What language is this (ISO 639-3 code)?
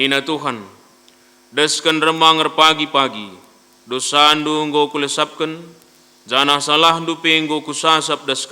btx